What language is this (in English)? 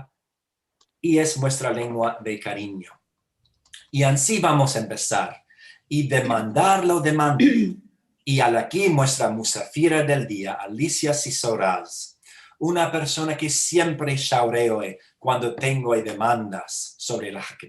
Ladino